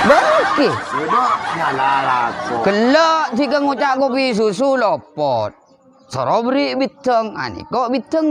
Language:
Madurese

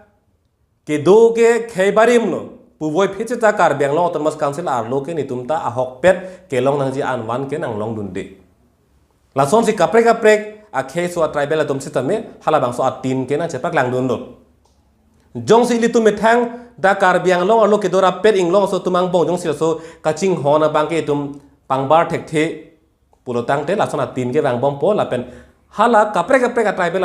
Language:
Karbi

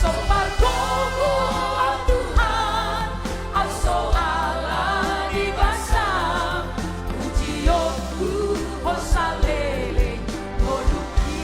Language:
Batak Toba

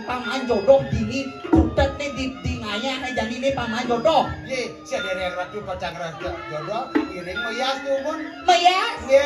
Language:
Balinese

